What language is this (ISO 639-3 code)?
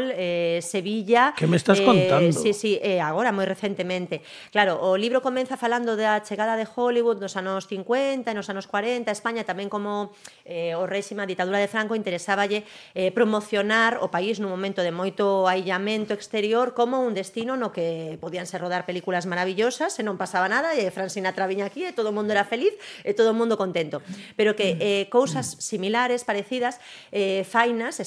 glg